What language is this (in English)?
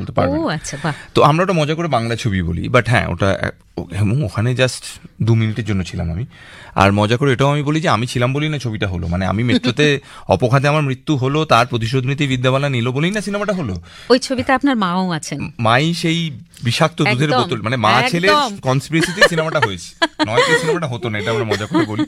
Bangla